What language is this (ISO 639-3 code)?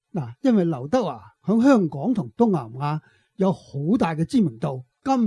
yue